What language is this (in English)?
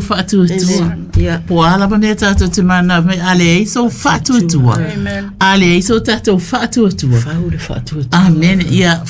Samoan